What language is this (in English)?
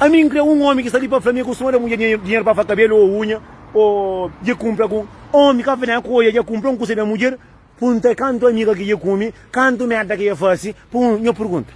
Kabuverdianu